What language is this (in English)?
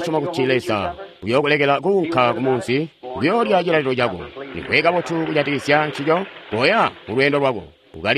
Tonga (Zambia)